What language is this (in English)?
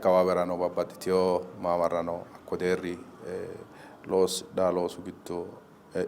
Sidamo